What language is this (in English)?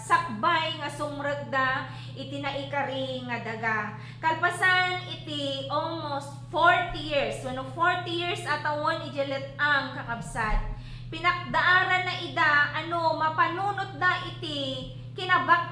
Iloko